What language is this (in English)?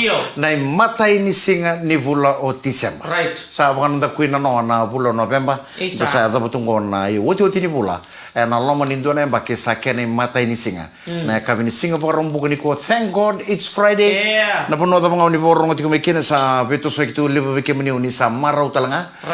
Fijian